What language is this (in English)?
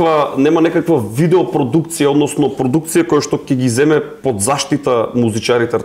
Macedonian